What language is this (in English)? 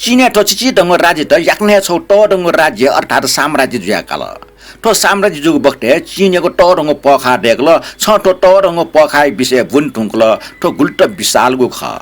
Newari